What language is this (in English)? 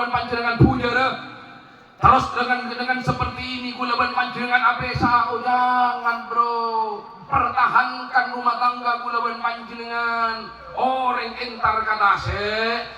Madurese